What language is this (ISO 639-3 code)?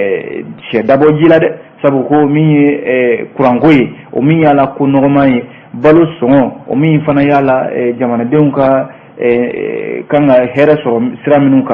bam